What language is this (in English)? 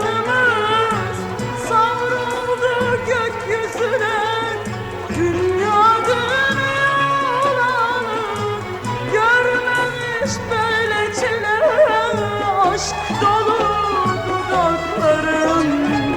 Turkish